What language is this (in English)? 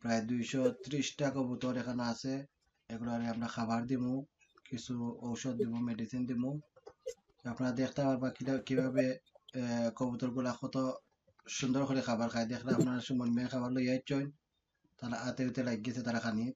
Sylheti